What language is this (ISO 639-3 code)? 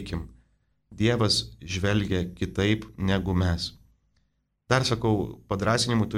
lit